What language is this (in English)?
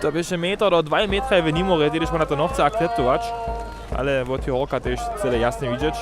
Upper Sorbian